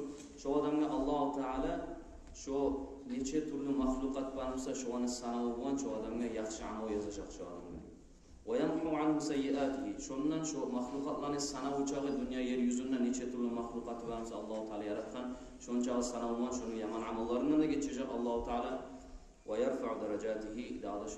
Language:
Kumyk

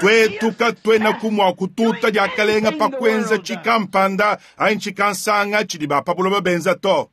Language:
Luba-Lulua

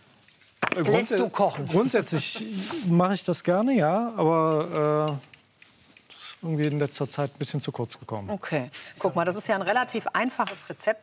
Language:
German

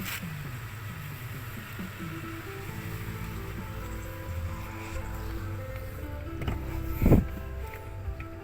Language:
Lao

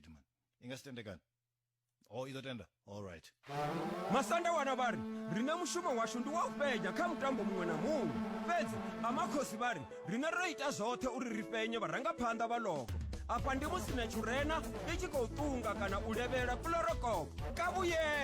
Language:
Venda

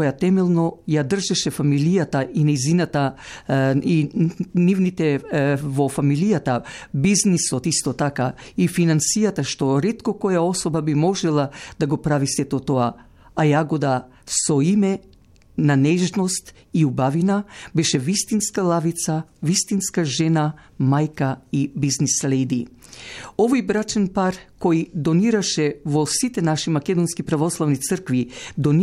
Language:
Macedonian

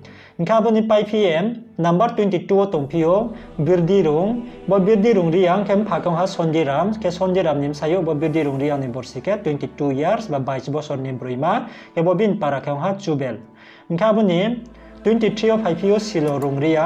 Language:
Riang (India)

